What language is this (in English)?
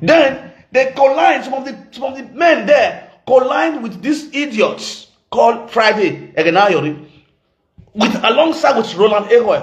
Nigerian Pidgin